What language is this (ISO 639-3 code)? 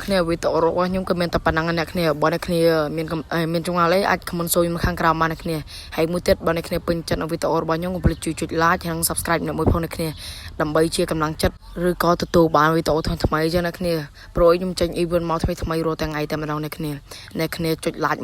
khm